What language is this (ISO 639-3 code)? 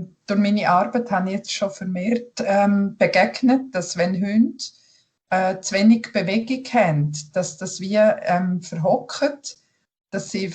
gsw